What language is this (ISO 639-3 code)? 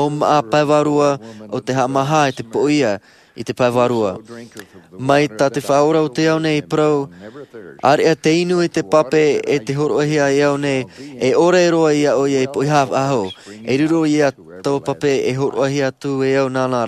tah